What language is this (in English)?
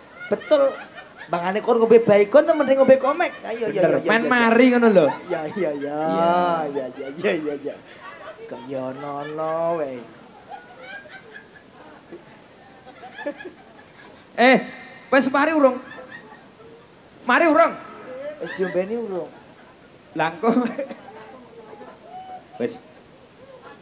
Javanese